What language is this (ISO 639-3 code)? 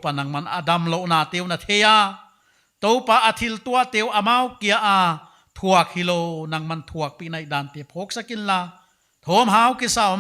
pck